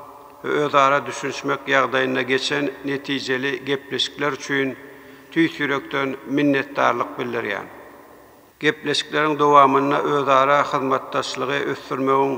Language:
Turkmen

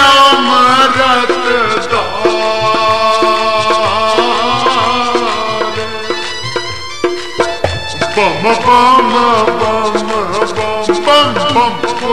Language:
Hindi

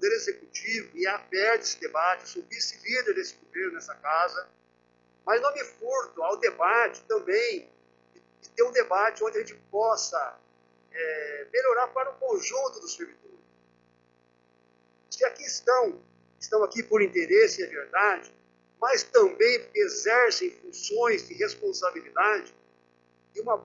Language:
Portuguese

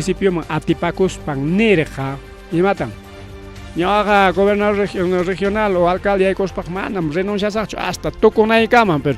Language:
Ayacucho Quechua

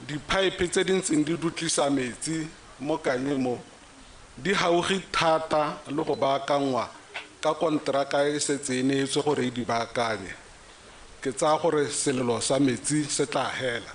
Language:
Tswana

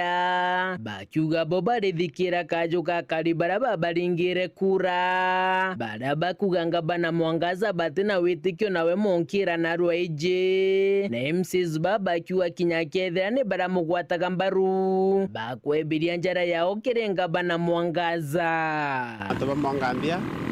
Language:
Meru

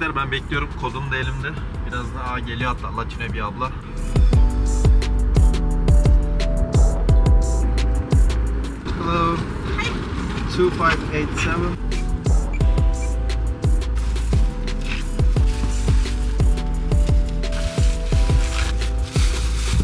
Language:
Turkish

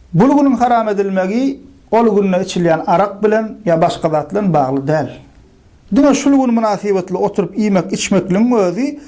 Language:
Turkmen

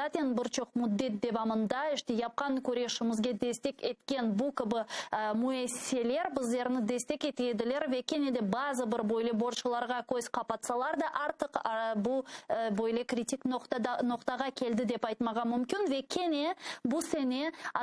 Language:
Crimean Tatar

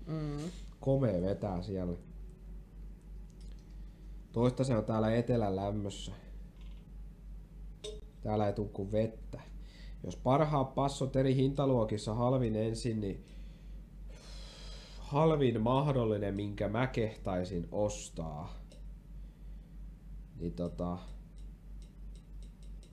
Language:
Finnish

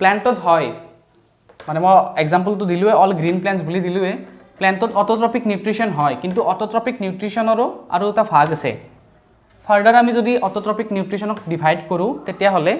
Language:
Assamese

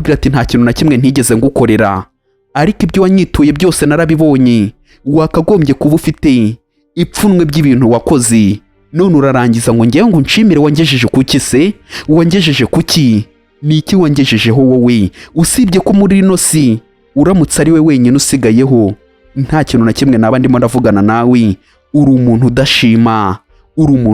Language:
Kinyarwanda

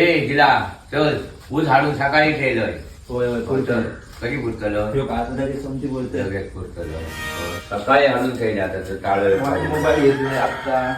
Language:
Konkani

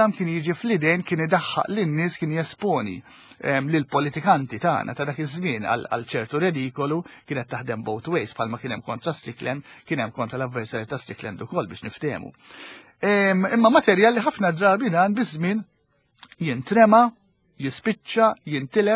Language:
Maltese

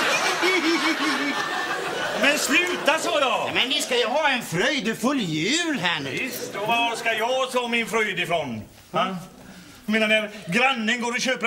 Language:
Swedish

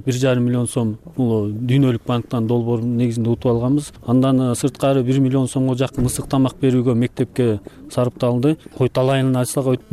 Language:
Kyrgyz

